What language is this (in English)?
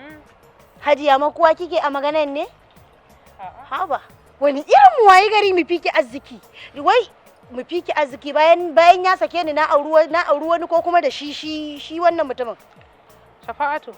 Hausa